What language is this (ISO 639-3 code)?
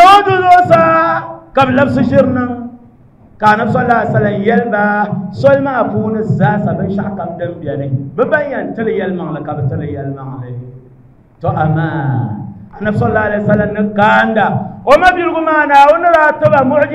dag